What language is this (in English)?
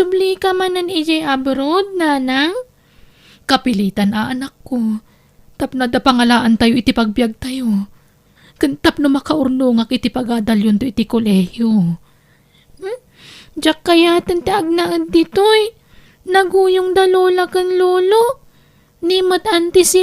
Iloko